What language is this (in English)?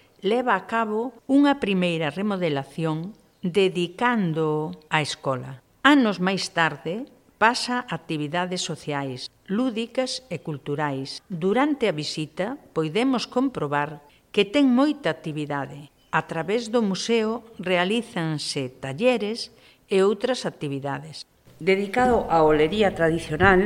Galician